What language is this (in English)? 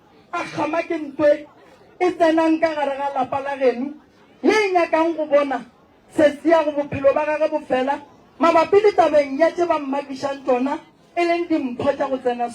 Northern Sotho